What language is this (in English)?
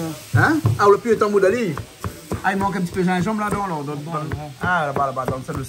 Réunion Creole French